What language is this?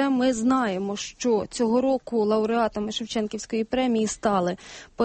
Ukrainian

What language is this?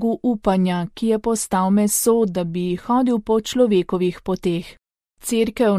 Slovenian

